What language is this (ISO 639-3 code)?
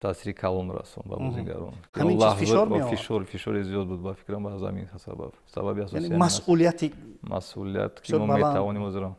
tgk